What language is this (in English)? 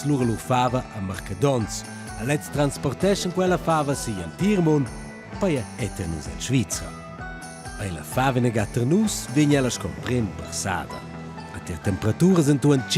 Romansh